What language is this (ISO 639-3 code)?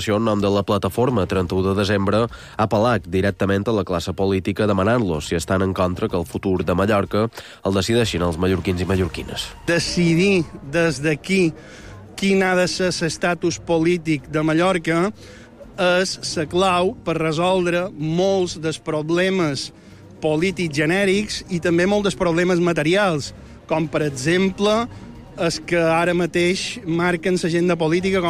cat